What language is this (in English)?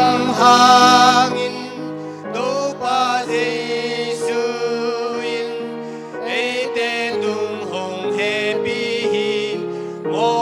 Tedim Chin